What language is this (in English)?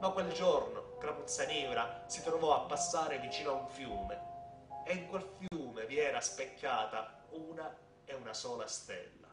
Sicilian